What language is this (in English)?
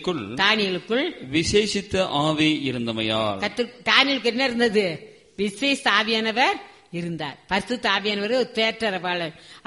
Tamil